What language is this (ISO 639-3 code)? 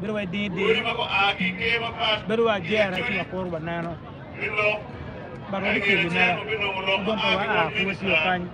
ach